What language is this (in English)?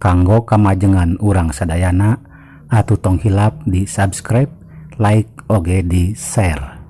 Sundanese